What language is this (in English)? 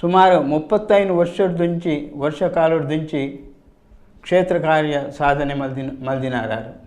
Tulu